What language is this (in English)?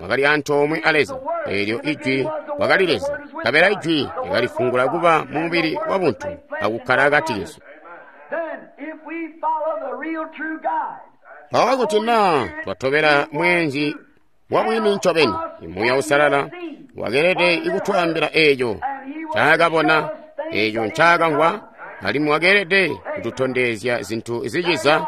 Tonga (Zambia)